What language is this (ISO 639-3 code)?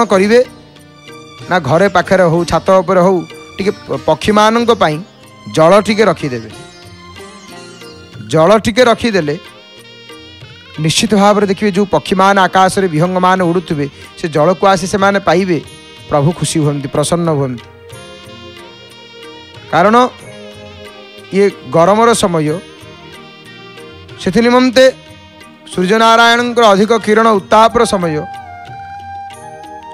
ori